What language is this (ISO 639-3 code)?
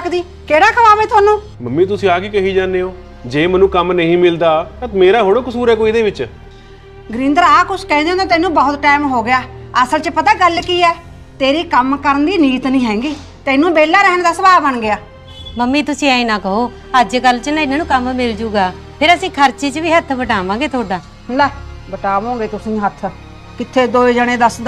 pan